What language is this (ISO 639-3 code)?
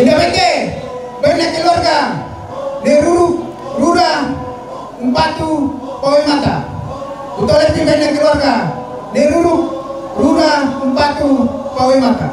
sda